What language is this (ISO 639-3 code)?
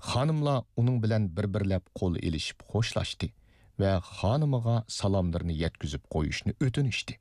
uig